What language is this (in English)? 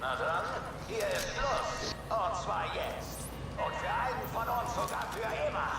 Swiss German